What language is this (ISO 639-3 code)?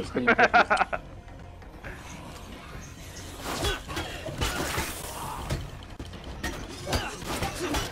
ces